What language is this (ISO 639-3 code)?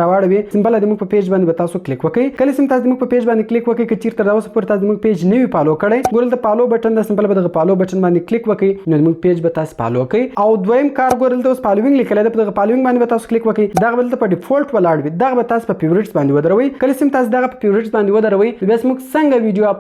pus